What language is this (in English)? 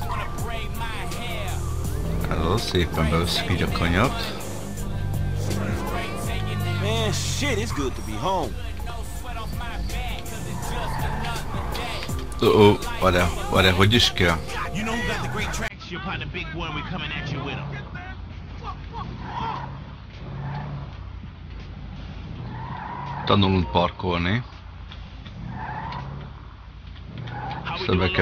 Hungarian